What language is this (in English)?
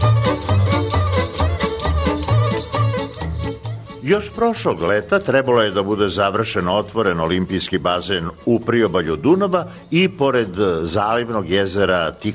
Serbian